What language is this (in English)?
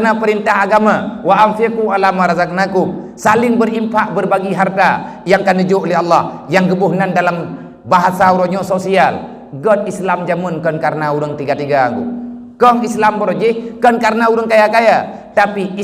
Achinese